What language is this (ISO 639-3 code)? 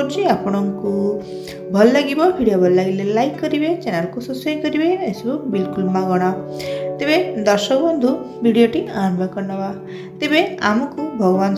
ori